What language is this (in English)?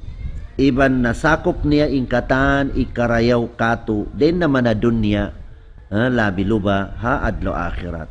Tausug